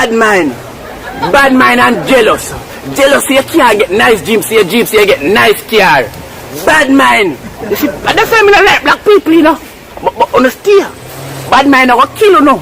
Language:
Jamaican Creole English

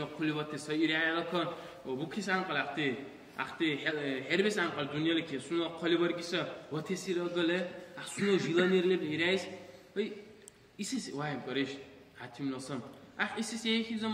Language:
Dargwa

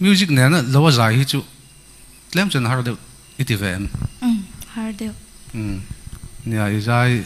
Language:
Mizo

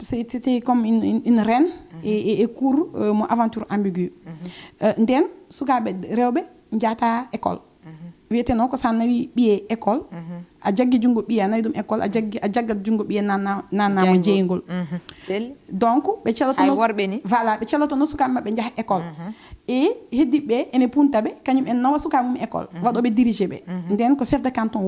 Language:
Fula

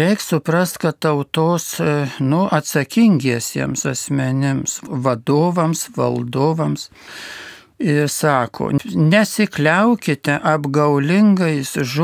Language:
Lithuanian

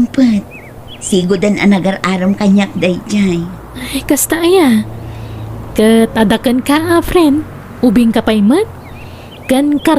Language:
Iloko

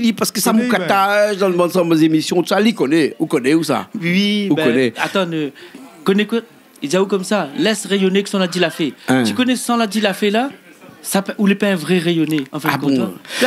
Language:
Réunion Creole French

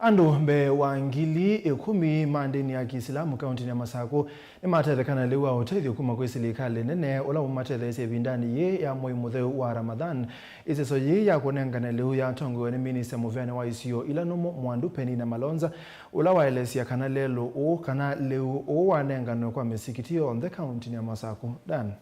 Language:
Kamba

